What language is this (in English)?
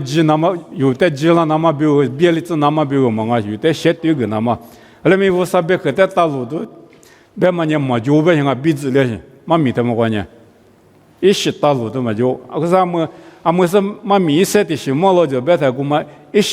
Lisu